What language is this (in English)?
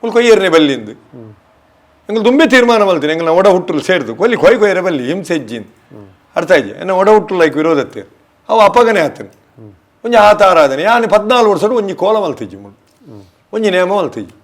Tulu